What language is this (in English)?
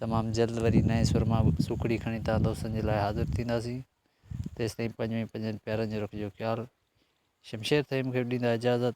Sindhi